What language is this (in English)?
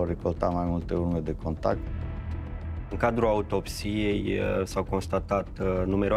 Romanian